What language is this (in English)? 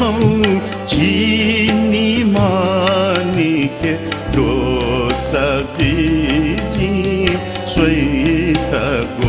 Newari